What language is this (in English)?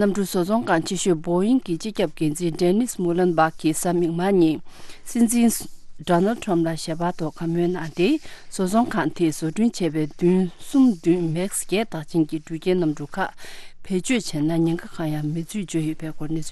Tibetan